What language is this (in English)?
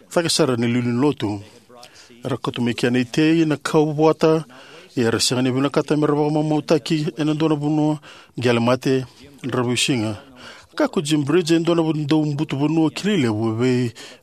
Fijian